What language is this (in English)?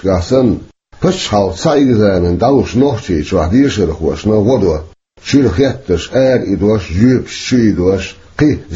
Chechen